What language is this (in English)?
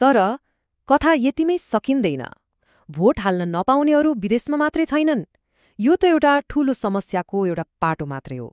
Nepali